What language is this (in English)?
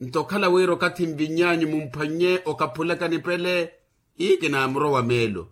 Makhuwa